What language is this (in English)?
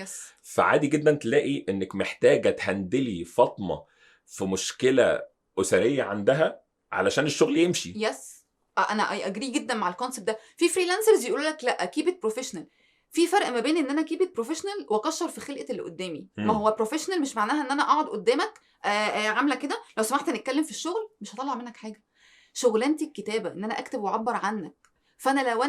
Egyptian Arabic